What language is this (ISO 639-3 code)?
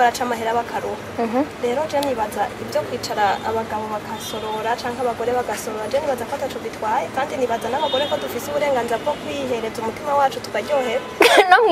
run